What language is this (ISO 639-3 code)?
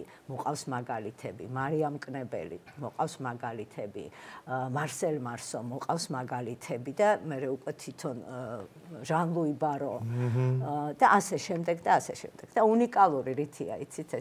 kat